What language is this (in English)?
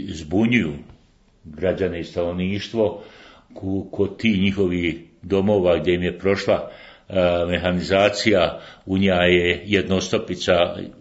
Bosnian